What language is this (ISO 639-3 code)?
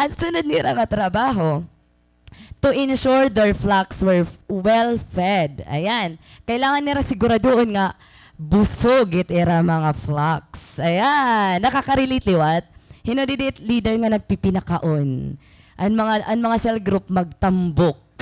war